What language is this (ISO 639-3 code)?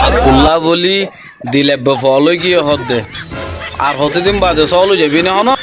rhg